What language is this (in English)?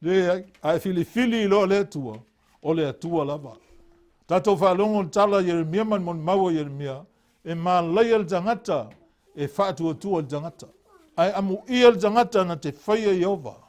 Samoan